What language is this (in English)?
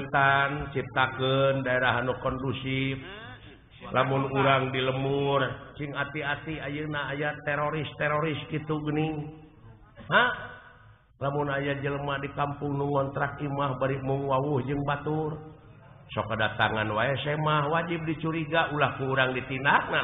Sundanese